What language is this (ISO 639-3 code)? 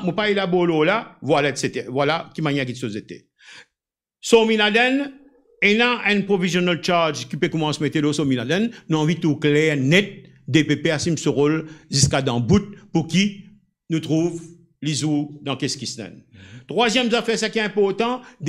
mfe